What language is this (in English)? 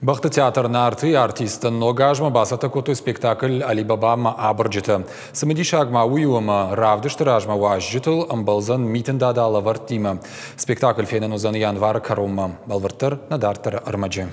Ossetic